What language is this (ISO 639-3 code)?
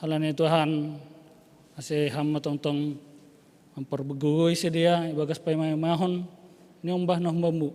bts